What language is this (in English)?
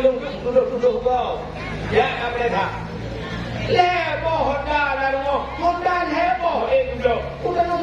Achinese